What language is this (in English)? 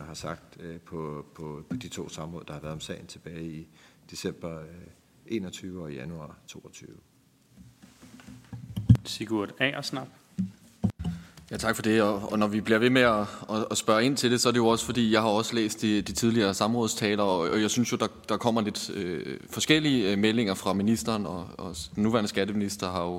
Danish